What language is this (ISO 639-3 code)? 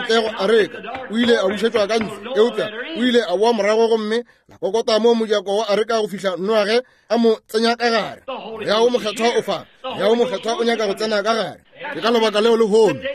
nso